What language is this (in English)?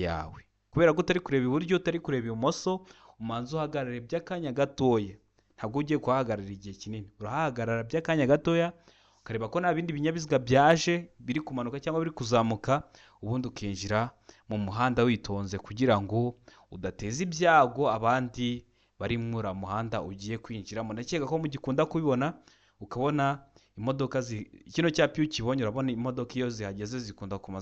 Kinyarwanda